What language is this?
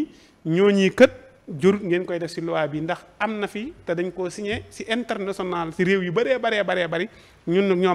Wolof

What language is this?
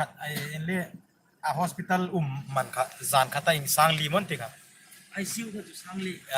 Hmar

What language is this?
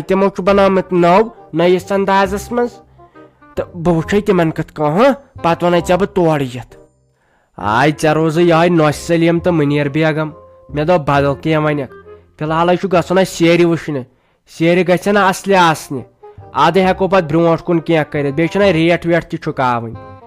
Kashmiri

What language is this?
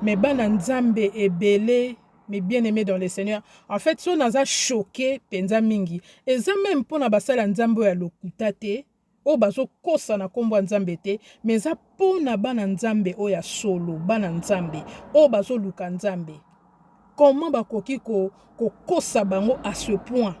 Lingala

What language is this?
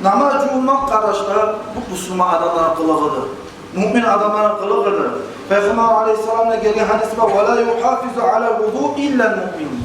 Kumyk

